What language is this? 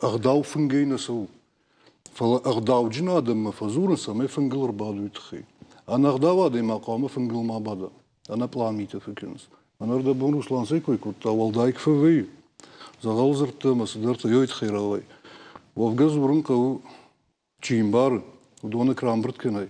Ossetic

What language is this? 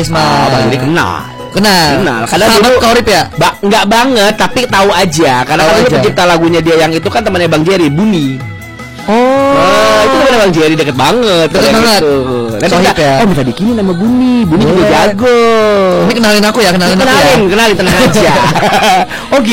Indonesian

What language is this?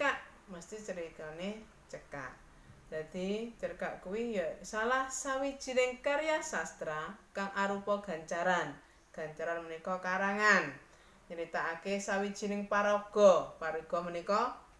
Javanese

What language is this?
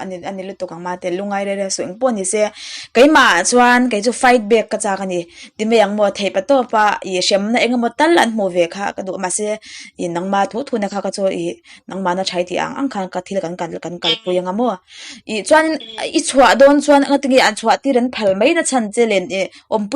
Mizo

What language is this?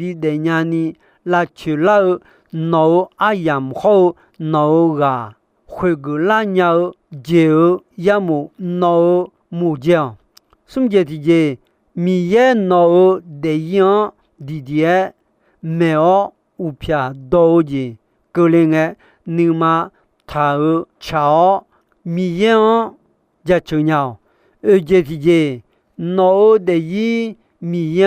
Akha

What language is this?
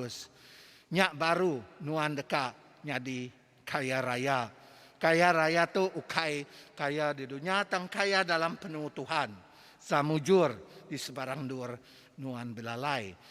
Iban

